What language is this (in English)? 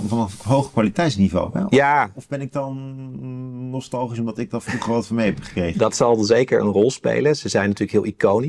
Dutch